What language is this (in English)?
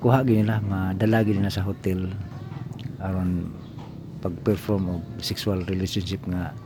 Cebuano